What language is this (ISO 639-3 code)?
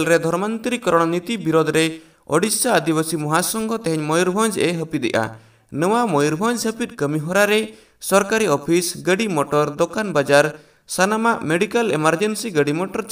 sat